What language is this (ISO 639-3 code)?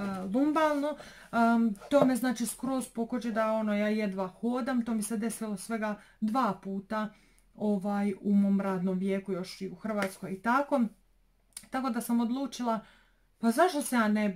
hrv